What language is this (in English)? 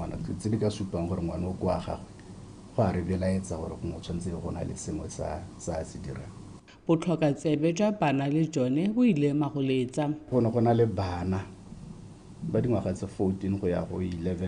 Tswana